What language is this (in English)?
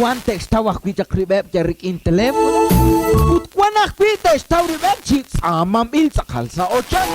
Kekchí